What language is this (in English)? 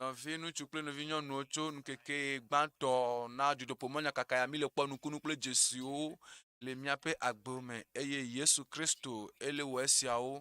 Ewe